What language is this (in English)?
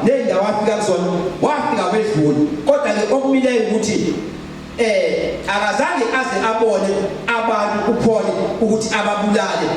Zulu